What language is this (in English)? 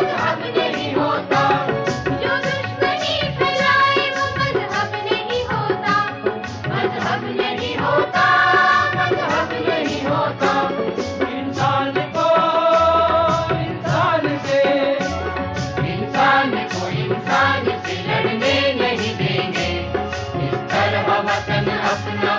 Hindi